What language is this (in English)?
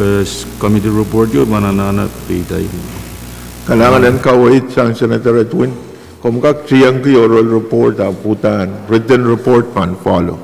Pohnpeian